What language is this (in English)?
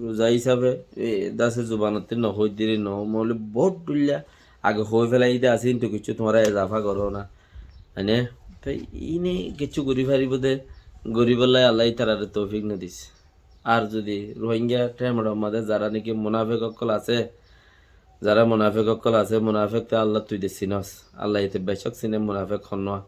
Rohingya